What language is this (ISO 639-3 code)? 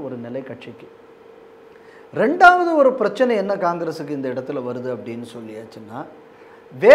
tam